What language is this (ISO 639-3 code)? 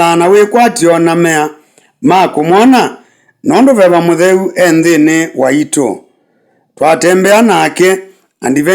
kam